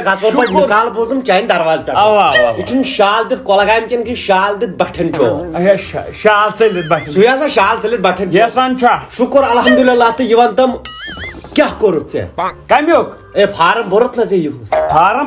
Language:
Kashmiri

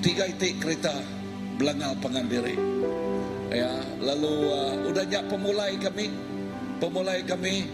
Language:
Iban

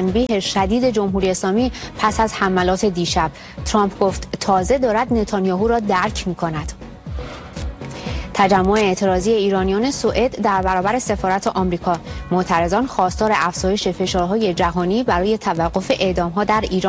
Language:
Persian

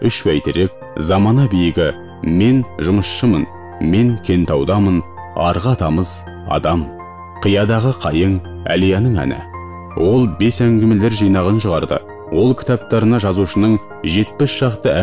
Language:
Kazakh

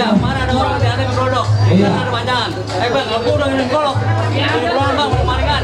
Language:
Betawi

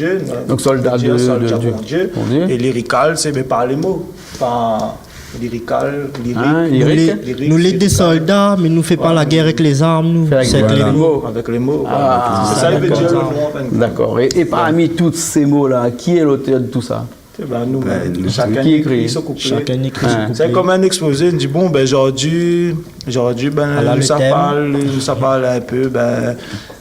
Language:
Réunion Creole French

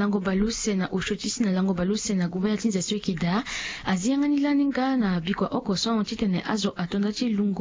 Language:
Sango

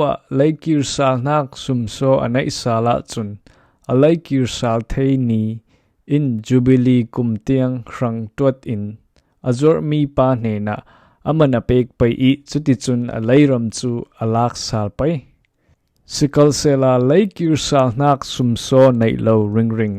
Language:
Falam Chin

